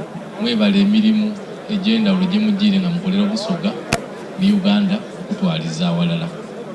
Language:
Soga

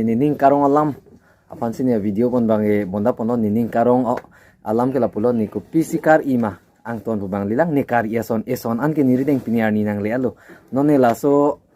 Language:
Karbi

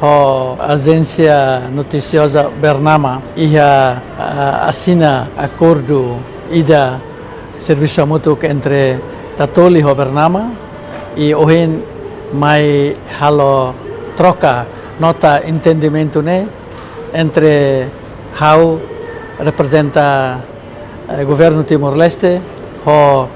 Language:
Tetum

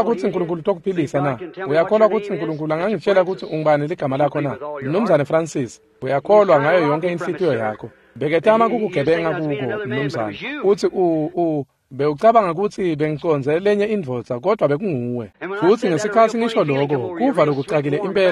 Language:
Swati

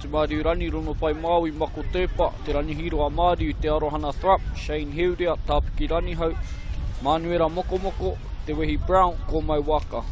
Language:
Māori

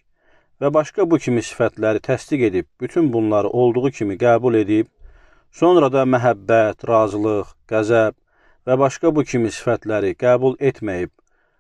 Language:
Azerbaijani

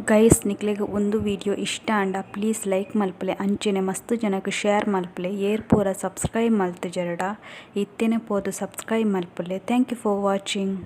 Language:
Tulu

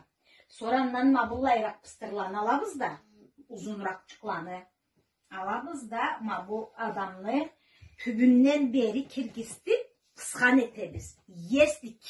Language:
Karachay-Balkar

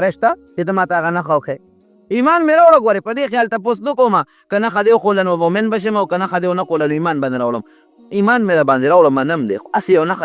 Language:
Pashto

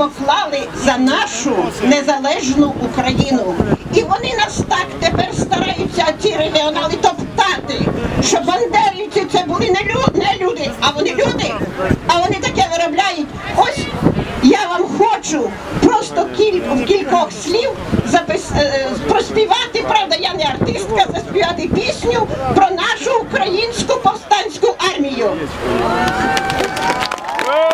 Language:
Ukrainian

